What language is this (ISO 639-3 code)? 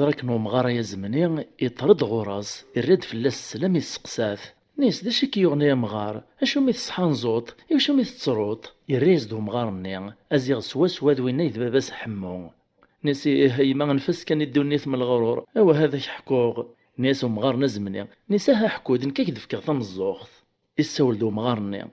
kab